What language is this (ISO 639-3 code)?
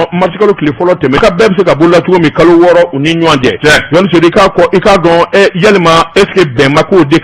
bam